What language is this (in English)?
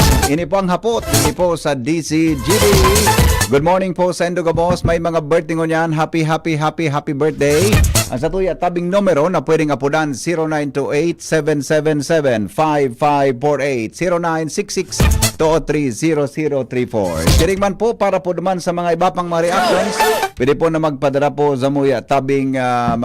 Bikol